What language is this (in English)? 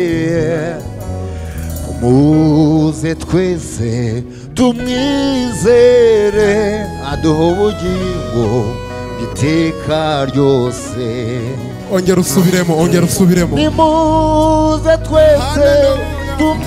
Kinyarwanda